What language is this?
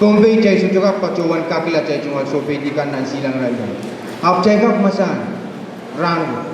Pohnpeian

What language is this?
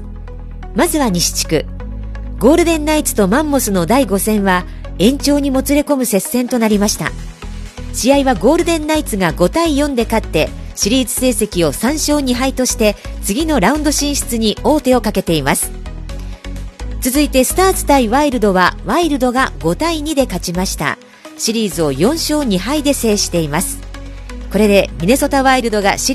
Japanese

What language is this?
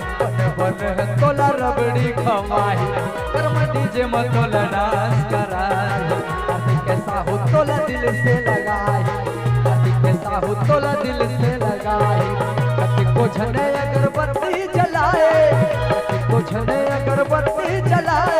Chhattisgarhi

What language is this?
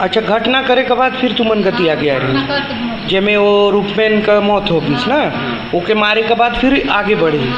Chhattisgarhi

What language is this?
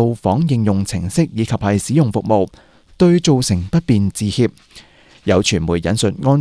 Cantonese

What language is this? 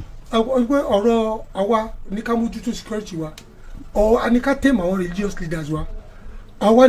Yoruba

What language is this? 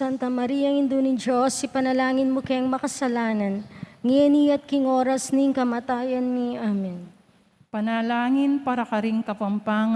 Pampanga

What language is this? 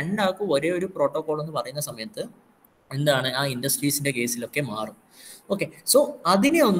Malayalam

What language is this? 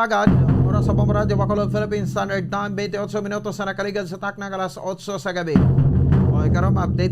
Hiligaynon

